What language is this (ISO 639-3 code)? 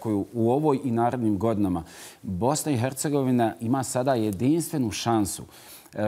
bos